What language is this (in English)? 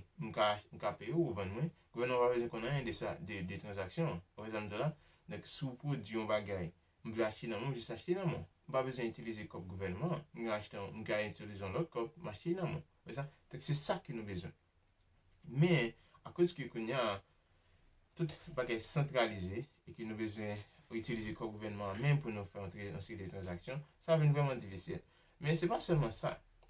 Haitian Creole